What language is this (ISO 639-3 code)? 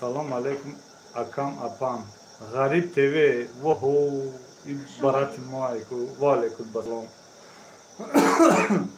tgk